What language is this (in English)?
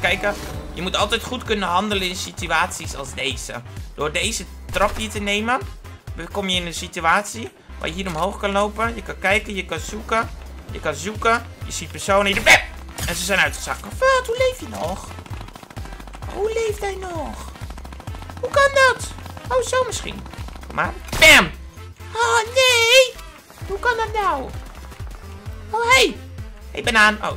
Dutch